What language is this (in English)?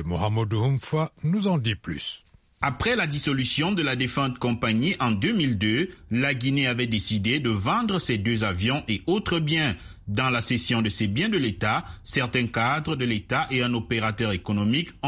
French